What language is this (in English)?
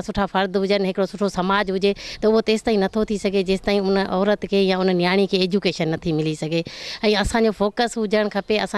Sindhi